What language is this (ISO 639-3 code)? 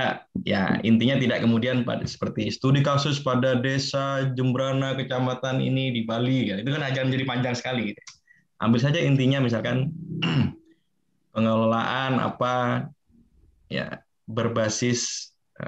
ind